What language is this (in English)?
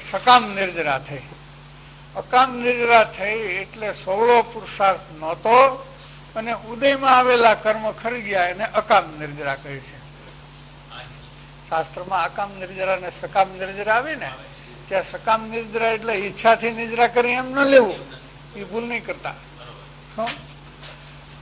Gujarati